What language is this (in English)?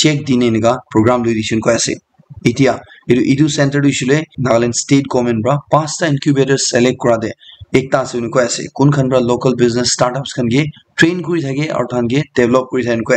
Naga Pidgin